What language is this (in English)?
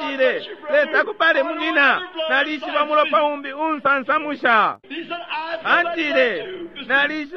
Bemba